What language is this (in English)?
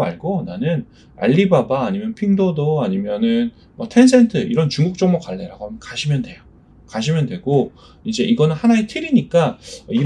Korean